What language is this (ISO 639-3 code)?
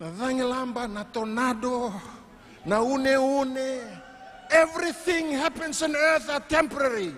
fij